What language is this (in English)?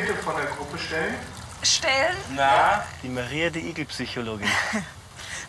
Bavarian